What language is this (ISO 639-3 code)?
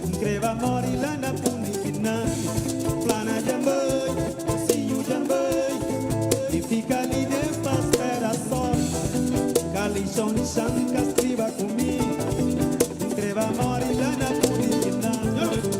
kea